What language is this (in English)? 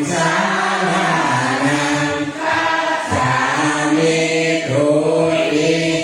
Pali